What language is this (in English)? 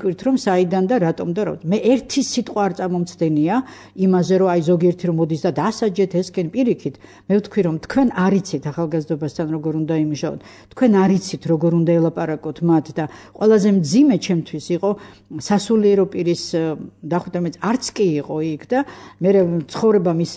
Georgian